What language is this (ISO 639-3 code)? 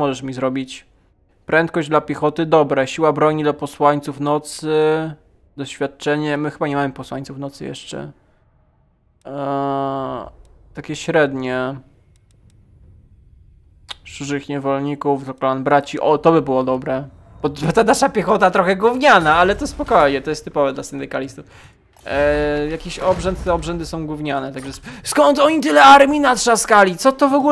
pol